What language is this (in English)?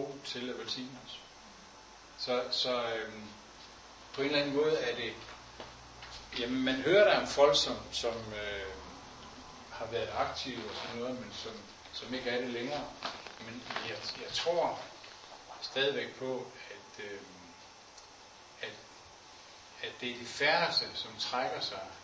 Danish